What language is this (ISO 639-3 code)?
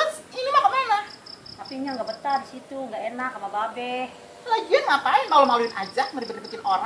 bew